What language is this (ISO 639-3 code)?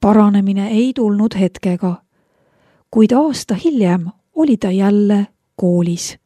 est